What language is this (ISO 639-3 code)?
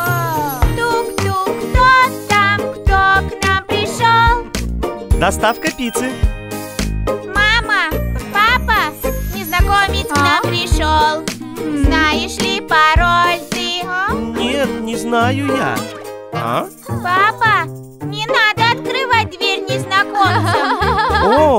rus